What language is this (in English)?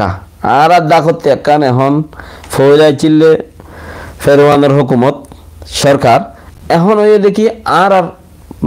Rohingya